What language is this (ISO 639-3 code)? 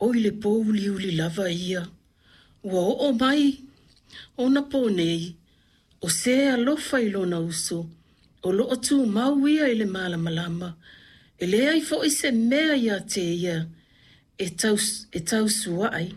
smo